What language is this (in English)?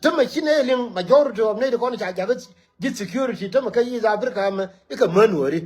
Nuer